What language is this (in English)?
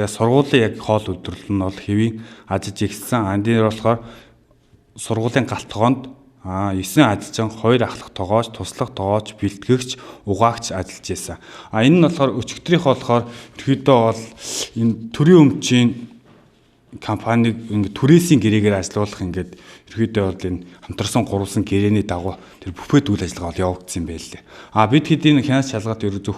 Mongolian